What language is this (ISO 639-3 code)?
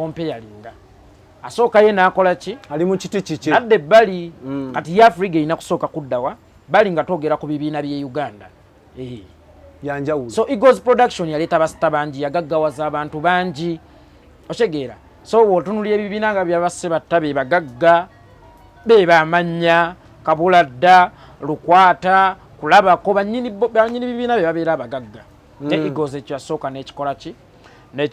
lug